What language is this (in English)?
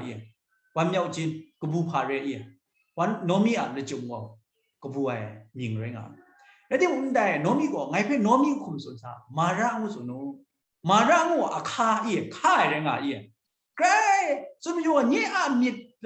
Kachin